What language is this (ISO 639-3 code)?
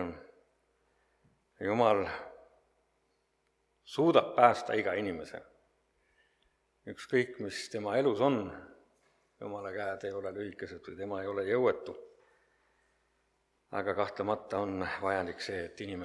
est